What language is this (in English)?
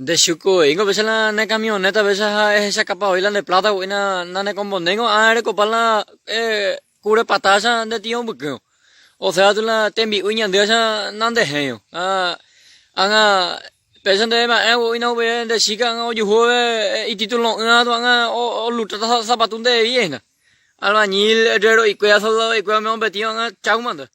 Guarani